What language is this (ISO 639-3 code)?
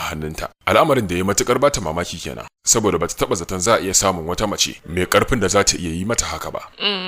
hau